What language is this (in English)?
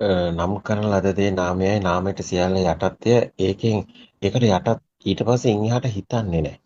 Sinhala